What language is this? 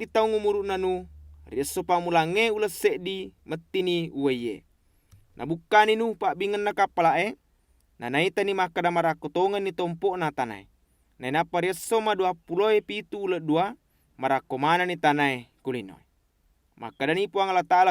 Buginese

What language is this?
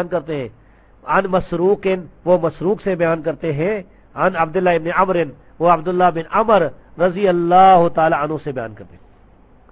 Urdu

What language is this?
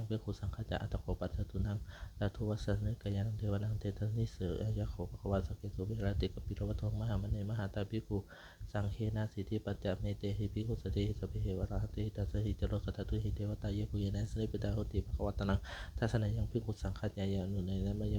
Pali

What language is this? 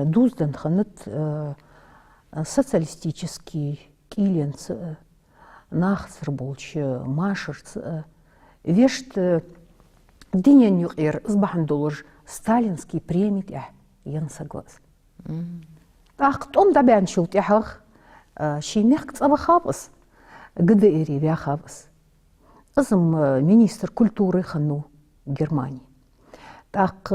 Ingush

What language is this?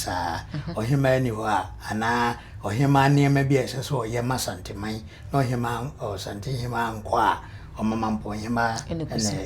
Akan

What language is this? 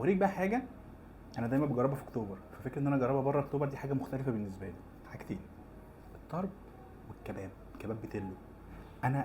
Egyptian Arabic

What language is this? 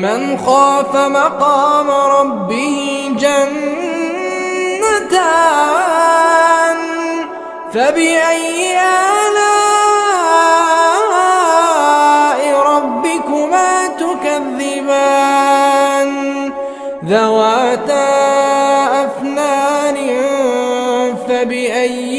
Arabic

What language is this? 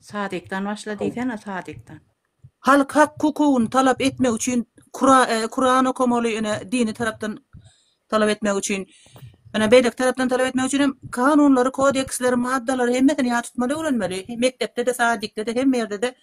Turkmen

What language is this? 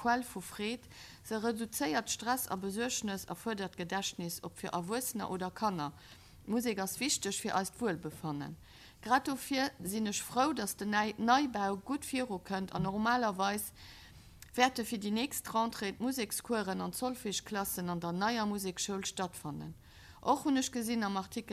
Luxembourgish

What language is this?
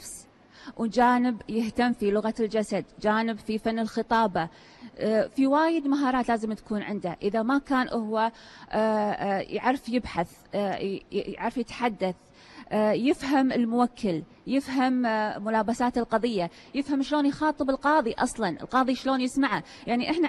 Gulf Arabic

